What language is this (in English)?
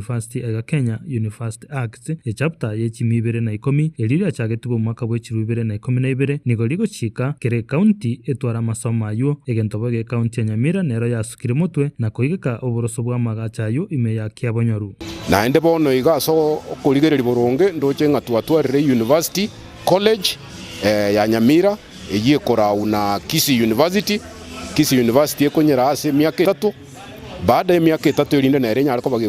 Gusii